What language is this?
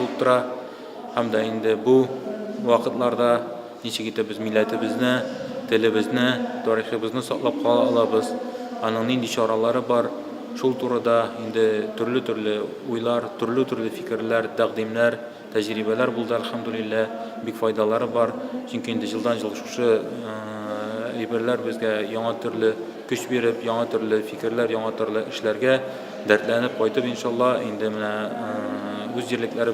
Tatar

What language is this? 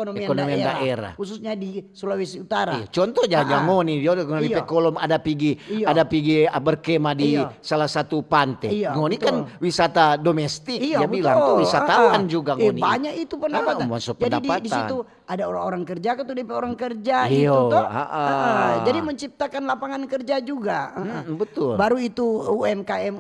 Manado Malay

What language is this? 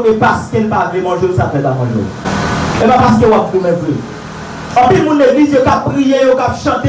Haitian Creole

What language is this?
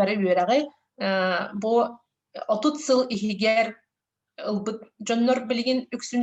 Yakut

